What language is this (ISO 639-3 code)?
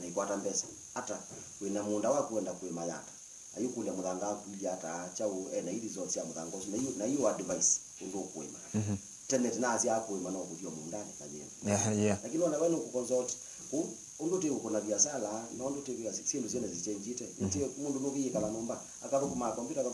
kam